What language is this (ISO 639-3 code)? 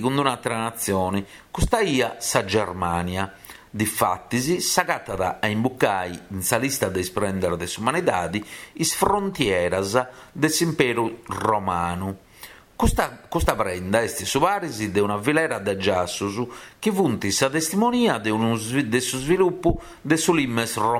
srd